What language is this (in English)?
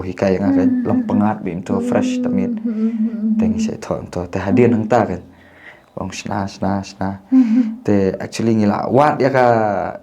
Khasi